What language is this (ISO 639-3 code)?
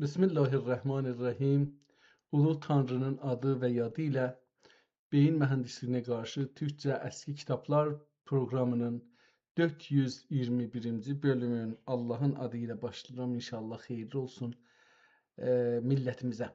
azb